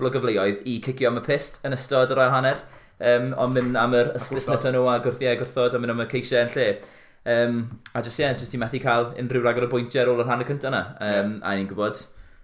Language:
Welsh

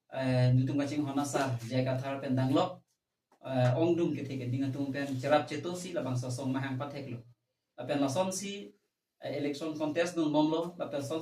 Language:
Karbi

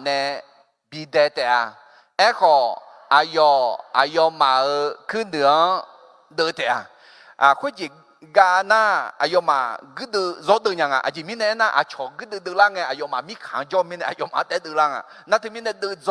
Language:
Akha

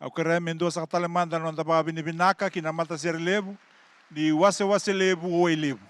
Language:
Fijian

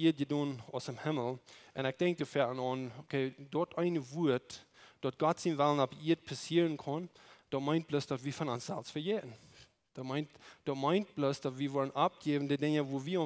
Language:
Plautdietsch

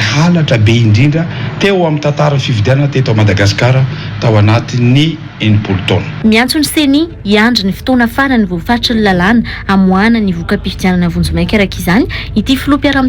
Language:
Malagasy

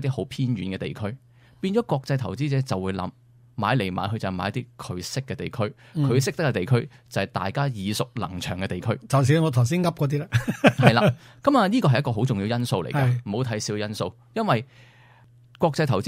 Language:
Cantonese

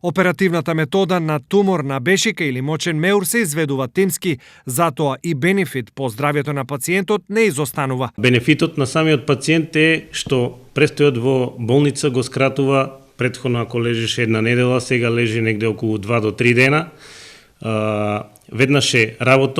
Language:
Macedonian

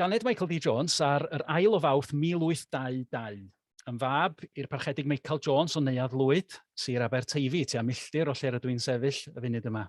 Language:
Welsh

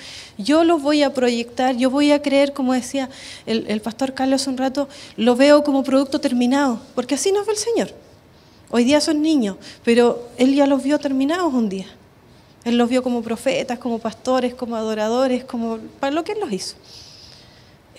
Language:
Spanish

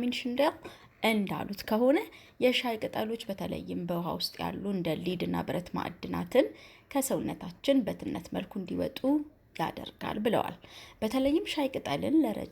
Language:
Amharic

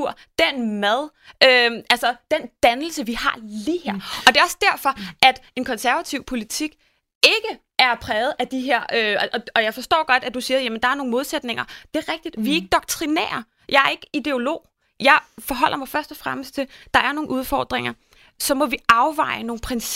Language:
Danish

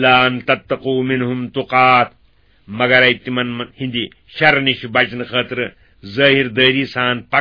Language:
Kashmiri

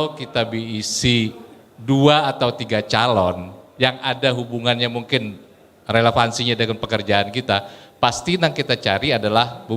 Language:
Banjar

